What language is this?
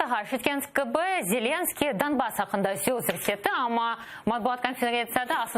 Crimean Tatar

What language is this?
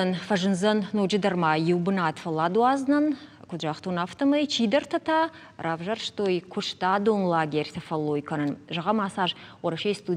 Ossetic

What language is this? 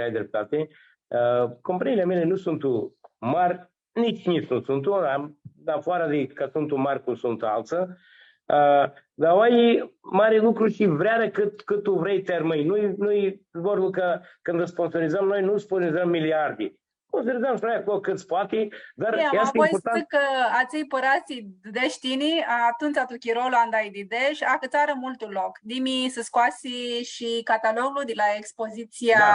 Aromanian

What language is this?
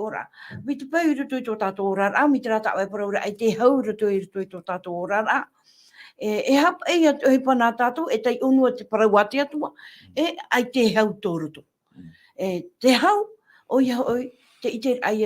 Tahitian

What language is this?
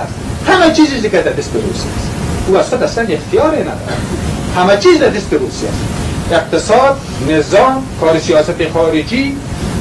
Persian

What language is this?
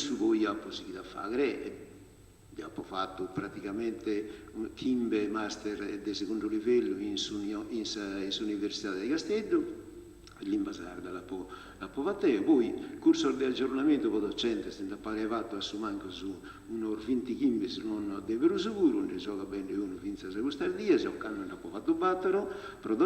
Sardinian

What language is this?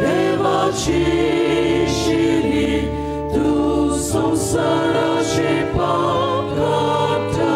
Konkani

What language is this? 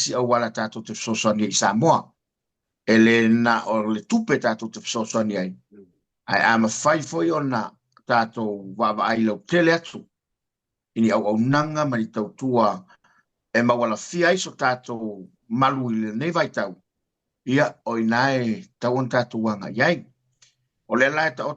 Samoan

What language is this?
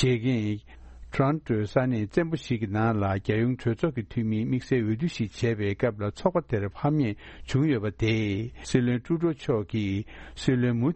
Tibetan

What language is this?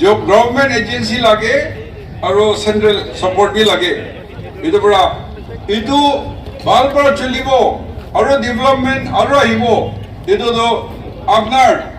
Naga Pidgin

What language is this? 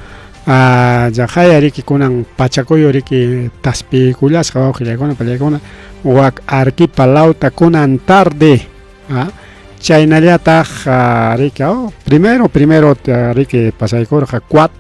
Ayacucho Quechua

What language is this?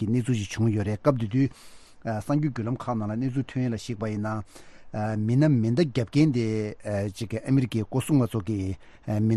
Tibetan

